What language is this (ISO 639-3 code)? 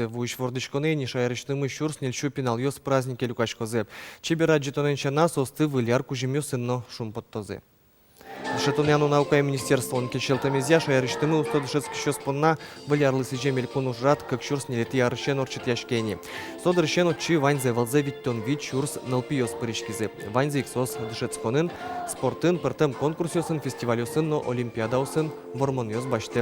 udm